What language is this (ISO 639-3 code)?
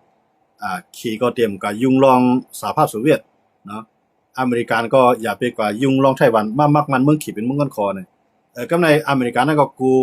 shn